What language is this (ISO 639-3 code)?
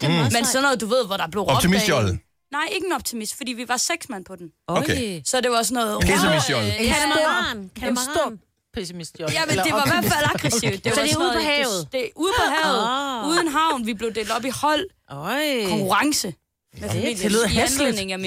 dan